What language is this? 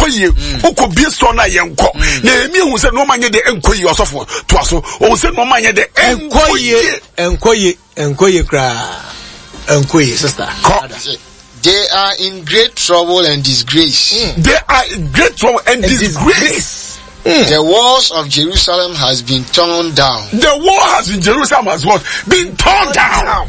Akan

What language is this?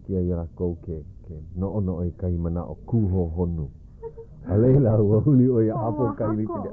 Hawaiian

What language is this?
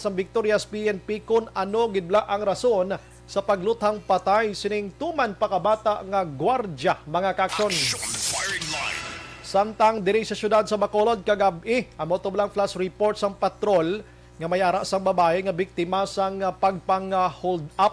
Hiligaynon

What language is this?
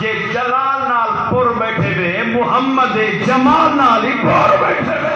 Saraiki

